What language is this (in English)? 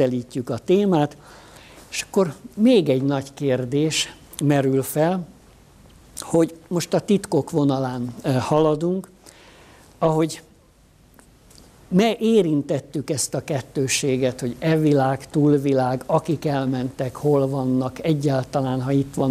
Hungarian